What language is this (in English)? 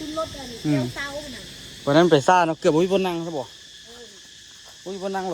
Lao